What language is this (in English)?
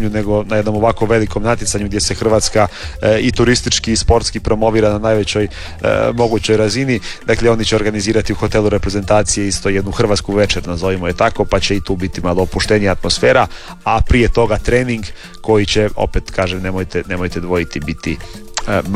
Croatian